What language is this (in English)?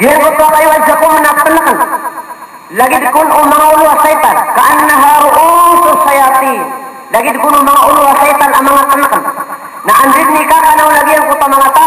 Maranao